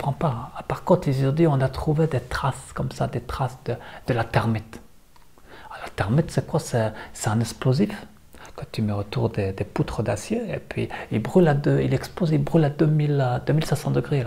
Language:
French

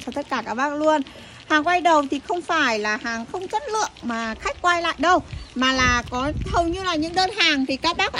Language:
Vietnamese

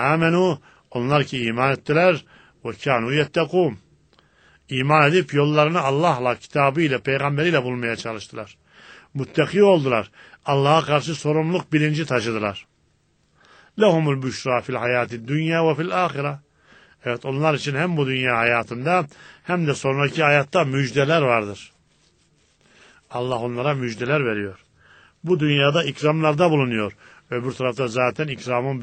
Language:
Turkish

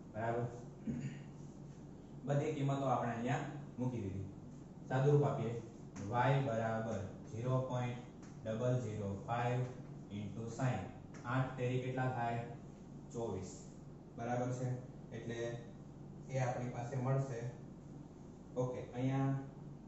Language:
Gujarati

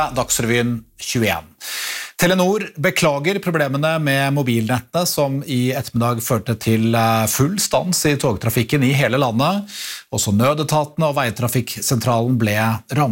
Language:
Norwegian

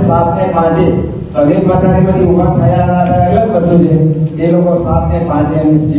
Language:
Gujarati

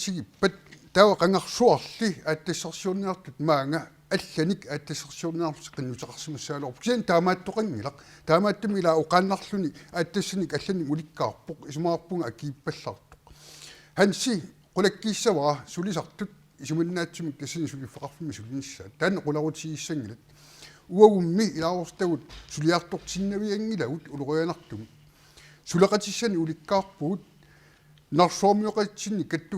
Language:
Kalaallisut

